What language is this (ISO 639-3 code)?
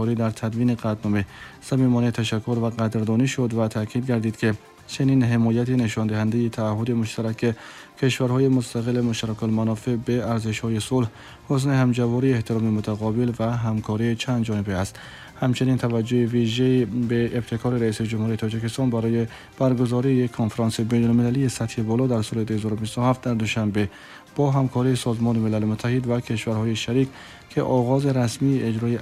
tgk